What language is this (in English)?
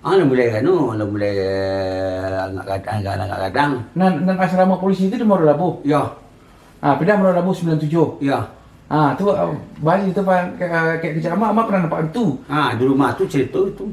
Minangkabau